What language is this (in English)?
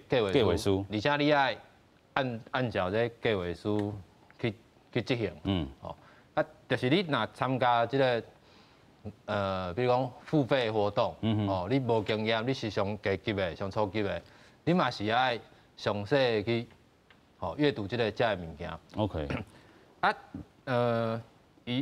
Min Nan Chinese